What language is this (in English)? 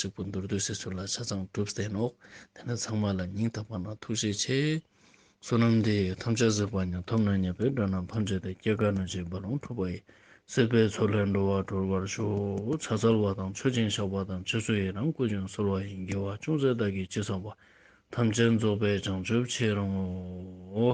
Ladakhi